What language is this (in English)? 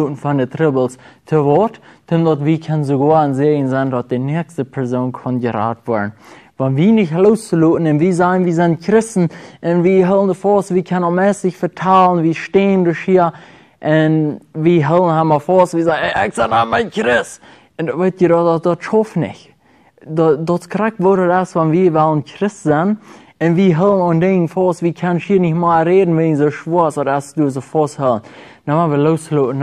Plautdietsch